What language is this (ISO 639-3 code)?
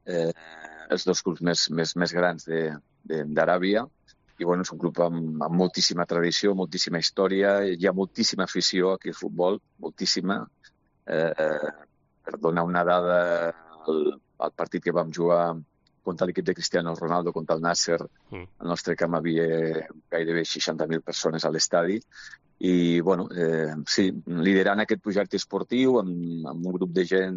cat